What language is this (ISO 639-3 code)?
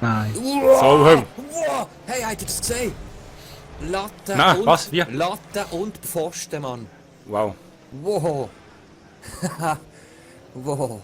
gsw